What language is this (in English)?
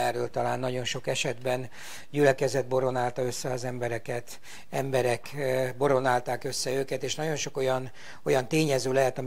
Hungarian